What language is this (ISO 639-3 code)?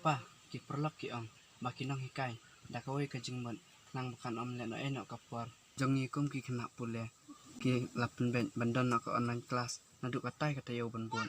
kha